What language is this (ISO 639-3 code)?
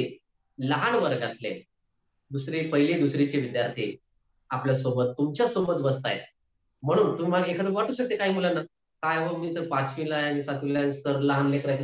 mar